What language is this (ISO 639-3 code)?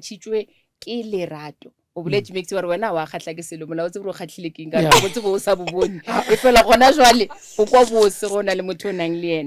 nso